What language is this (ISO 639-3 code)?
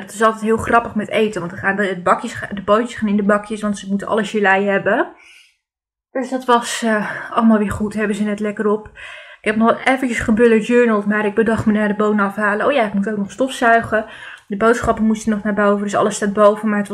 nld